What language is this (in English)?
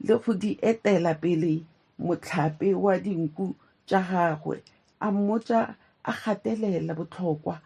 Tswana